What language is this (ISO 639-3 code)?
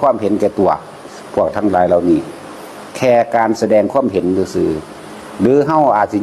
tts